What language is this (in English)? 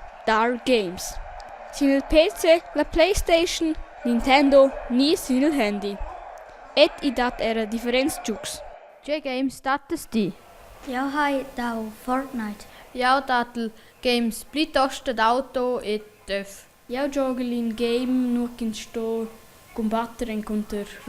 Romansh